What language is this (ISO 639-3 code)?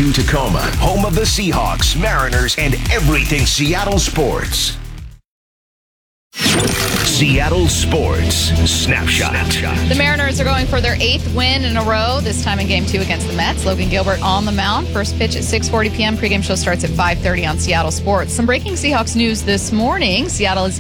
eng